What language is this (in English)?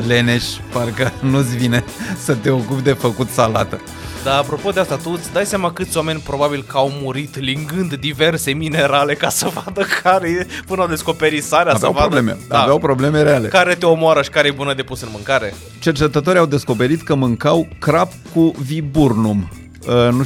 Romanian